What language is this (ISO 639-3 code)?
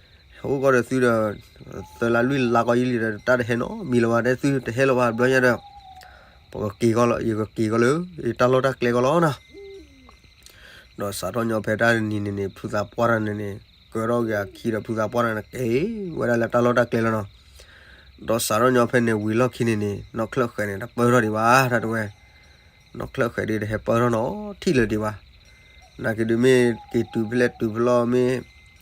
ksw